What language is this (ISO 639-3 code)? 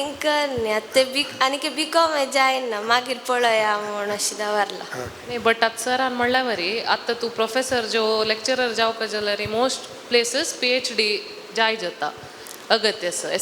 kok